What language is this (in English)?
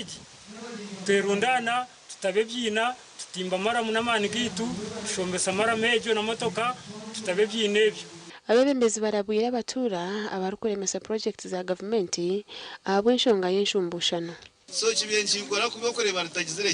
Nyankole